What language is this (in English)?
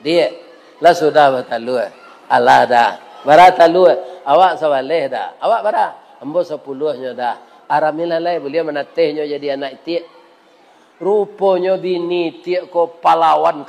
Minangkabau